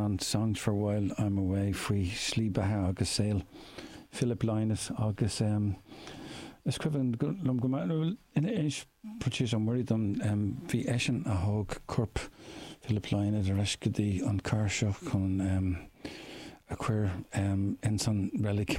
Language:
Irish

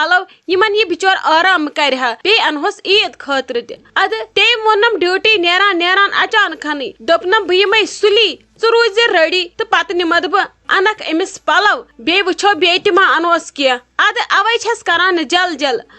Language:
Kashmiri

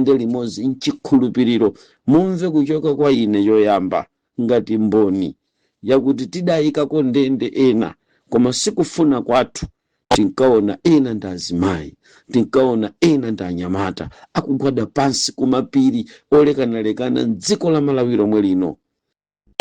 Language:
Nyanja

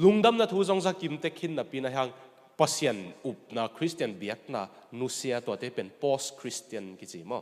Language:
Tedim Chin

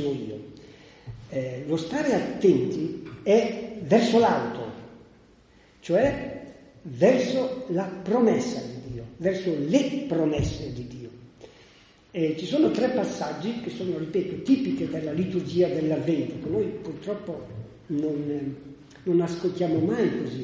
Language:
Italian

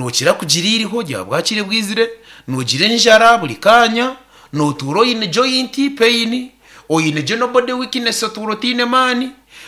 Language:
Nyankole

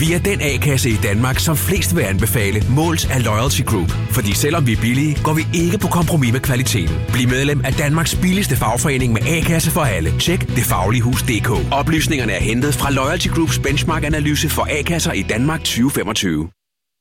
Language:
Danish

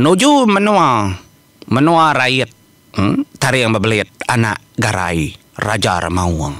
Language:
Iban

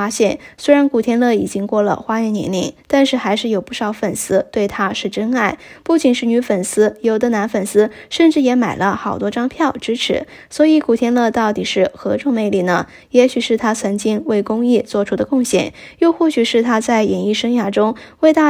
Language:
Chinese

